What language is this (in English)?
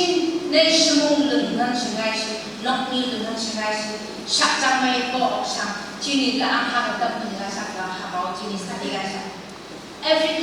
Phom Naga